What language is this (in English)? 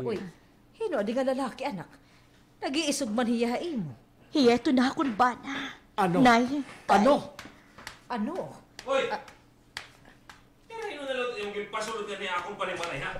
Waray